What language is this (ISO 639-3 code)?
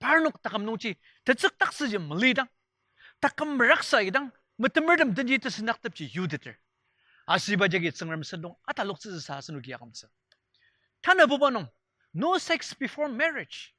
njo